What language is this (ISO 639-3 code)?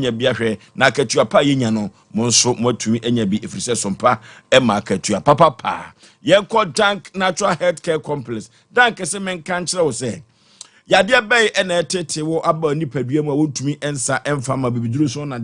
aka